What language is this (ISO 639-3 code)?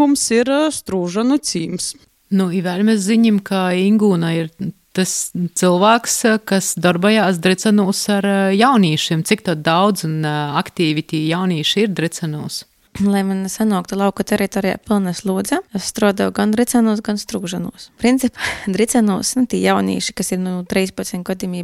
lav